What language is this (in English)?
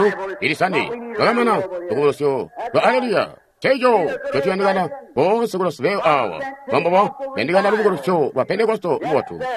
Tonga (Zambia)